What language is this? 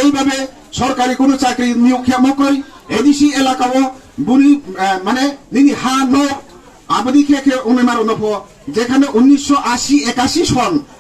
Kok Borok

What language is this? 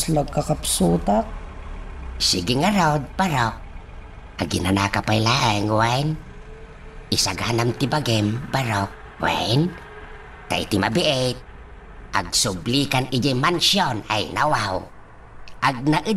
Iloko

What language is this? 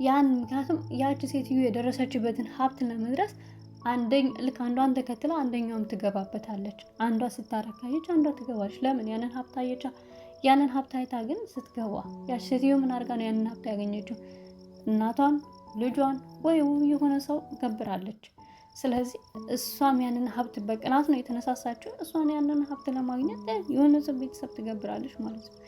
Amharic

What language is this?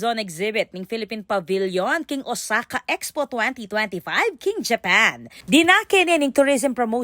Pampanga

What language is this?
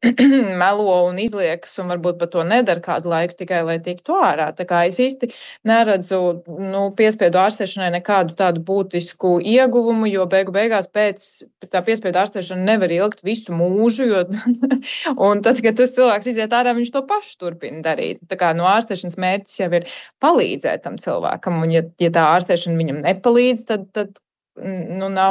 Latvian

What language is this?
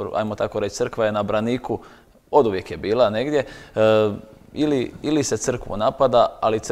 Croatian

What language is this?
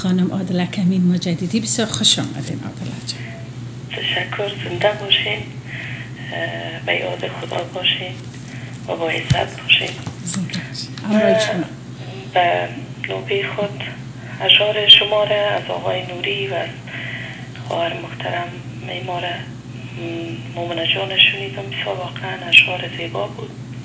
Persian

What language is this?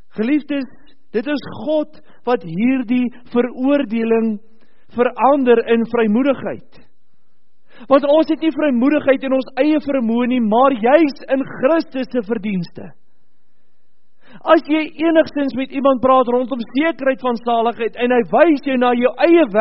Afrikaans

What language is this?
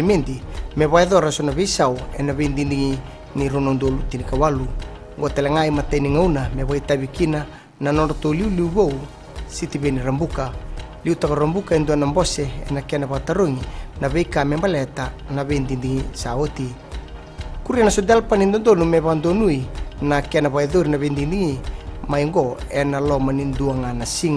Fijian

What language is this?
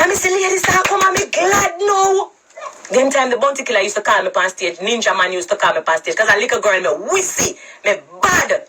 Jamaican Creole English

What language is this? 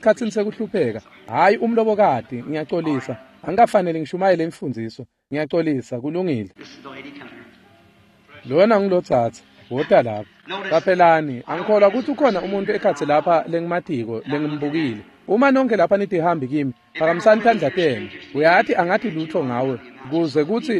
Swati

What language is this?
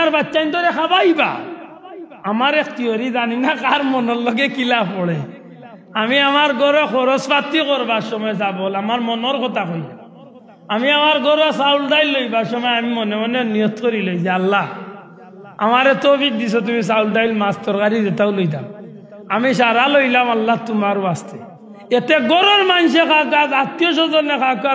Sylheti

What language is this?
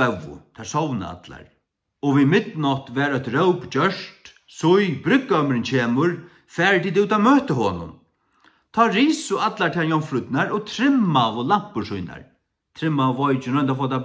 Faroese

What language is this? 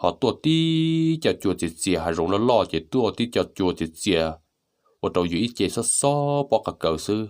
Hmong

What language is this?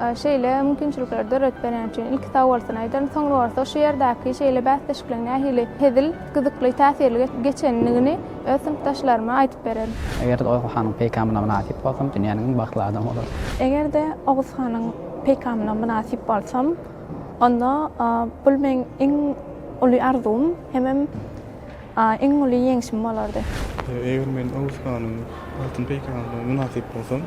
Turkmen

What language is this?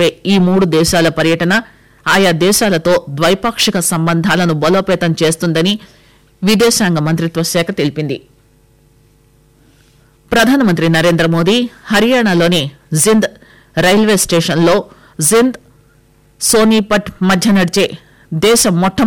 Telugu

